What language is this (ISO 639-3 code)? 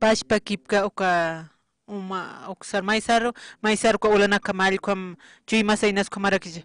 aym